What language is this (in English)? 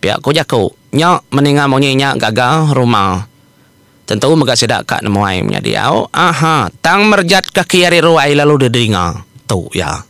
Iban